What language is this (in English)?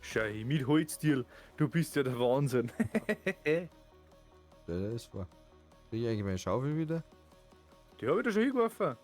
Bavarian